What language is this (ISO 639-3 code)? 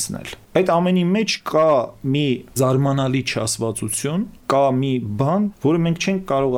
hye